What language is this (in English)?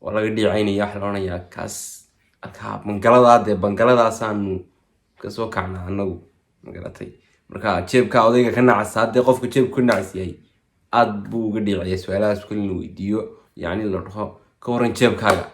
Somali